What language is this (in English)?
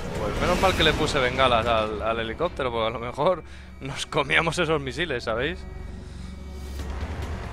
Spanish